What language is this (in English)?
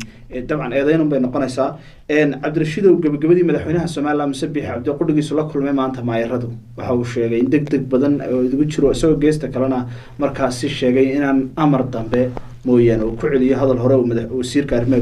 Somali